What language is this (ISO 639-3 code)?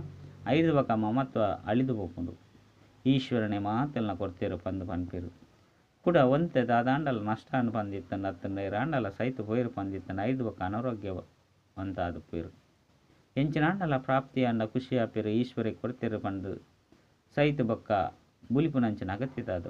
tcy